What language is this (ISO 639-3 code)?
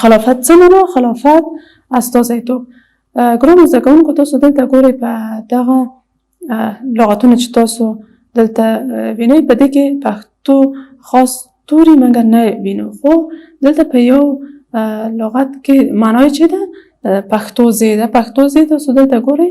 pus